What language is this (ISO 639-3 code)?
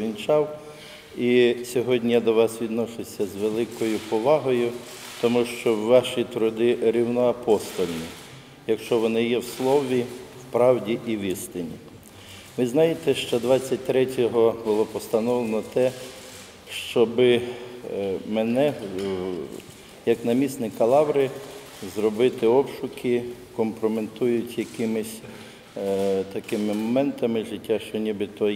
ukr